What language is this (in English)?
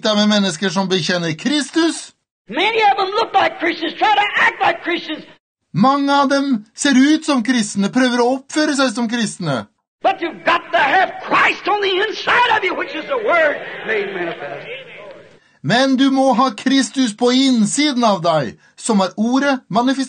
Norwegian